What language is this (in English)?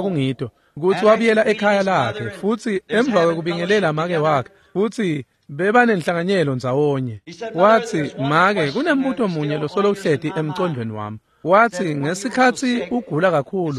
Swati